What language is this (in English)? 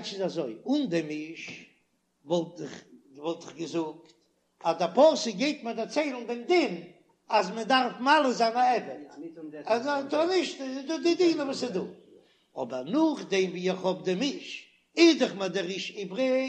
Yiddish